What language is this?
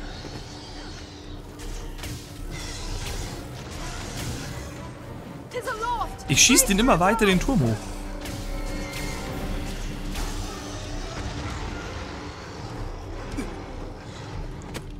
German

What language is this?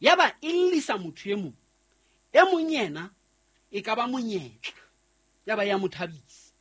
Southern Sotho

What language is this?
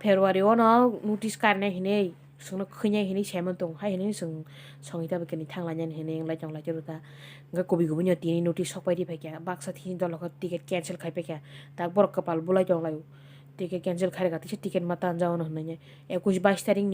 Kok Borok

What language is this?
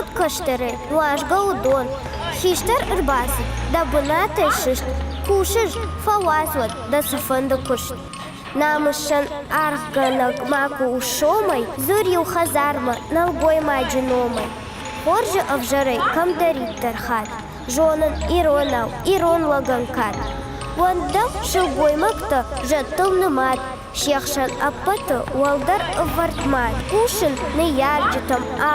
Ossetic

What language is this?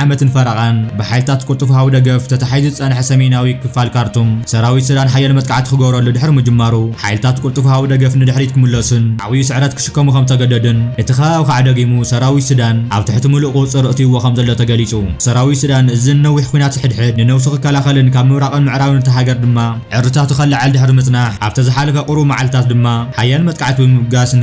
Tigrinya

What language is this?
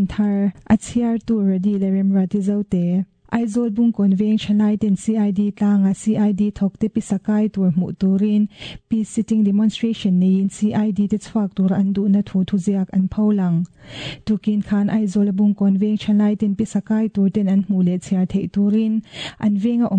Mizo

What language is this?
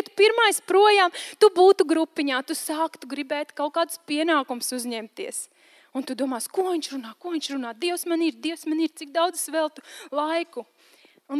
Latvian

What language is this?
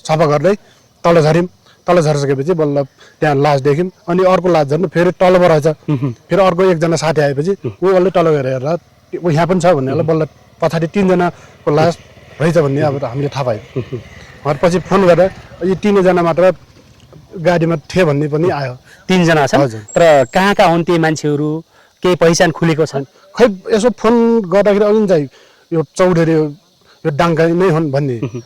Nepali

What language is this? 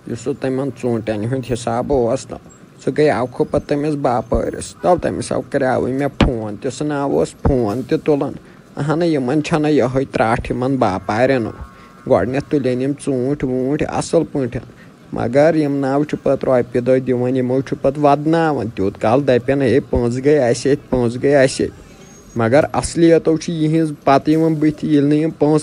Kashmiri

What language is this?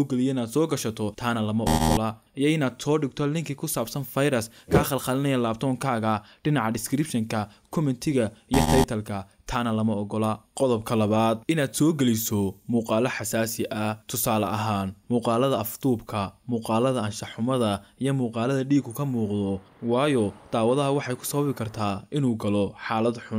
Somali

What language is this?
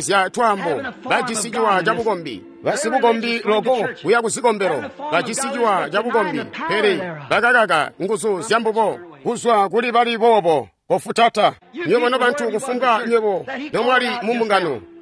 Tonga (Zambia)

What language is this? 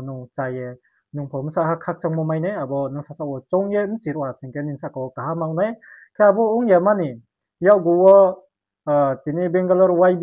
Riang (India)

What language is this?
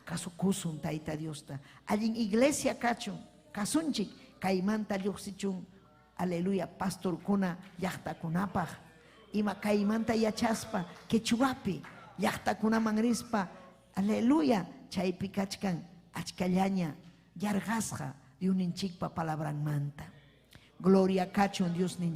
Ayacucho Quechua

